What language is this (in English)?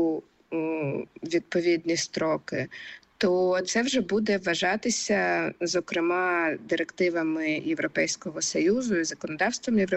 Ukrainian